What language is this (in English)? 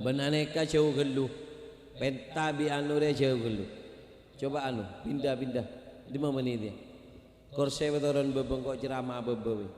Madurese